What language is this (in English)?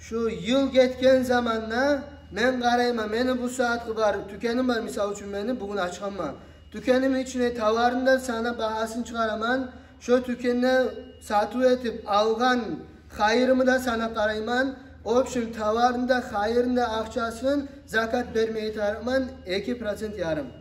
Kumyk